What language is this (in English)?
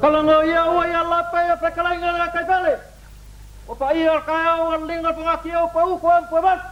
Samoan